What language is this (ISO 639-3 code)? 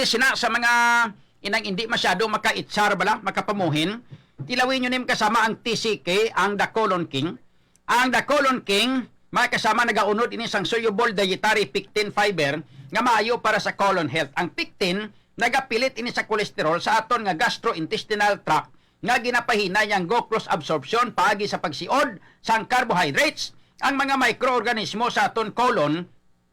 hil